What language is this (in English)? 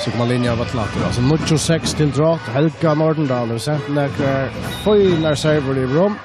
Faroese